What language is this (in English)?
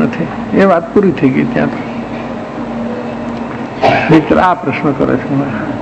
Gujarati